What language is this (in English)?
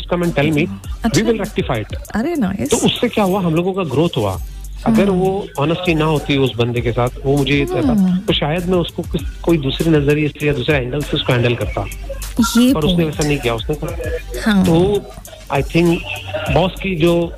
Hindi